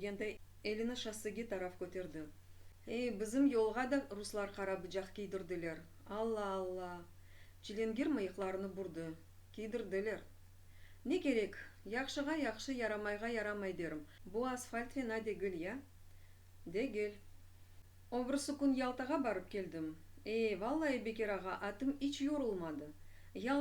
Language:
Crimean Tatar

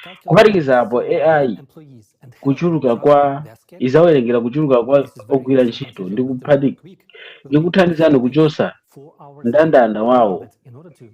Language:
Nyanja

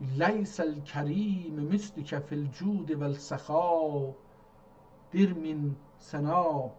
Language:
South Azerbaijani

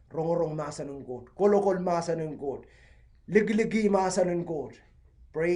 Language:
Pohnpeian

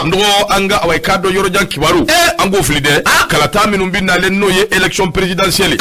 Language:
Bambara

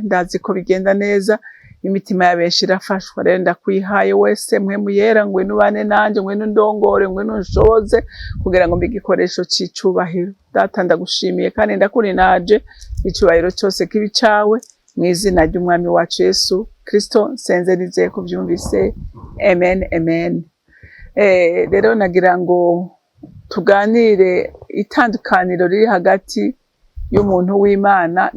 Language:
Rundi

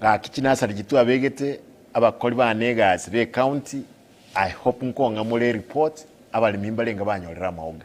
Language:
Gusii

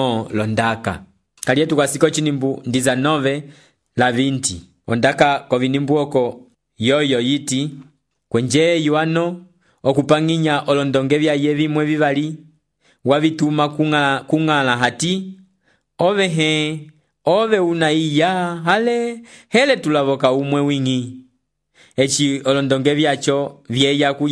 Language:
Umbundu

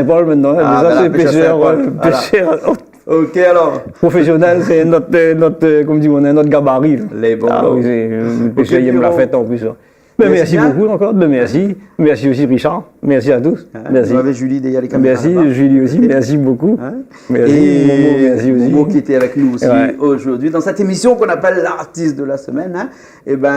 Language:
Réunion Creole French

